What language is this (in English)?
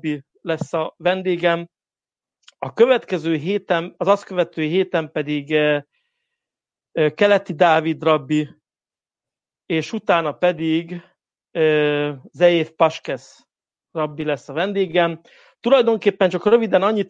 Hungarian